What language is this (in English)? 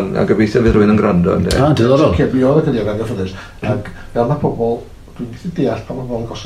Welsh